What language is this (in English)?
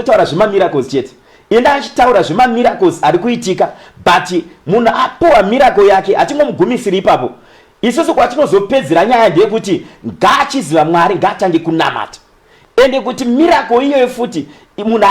Shona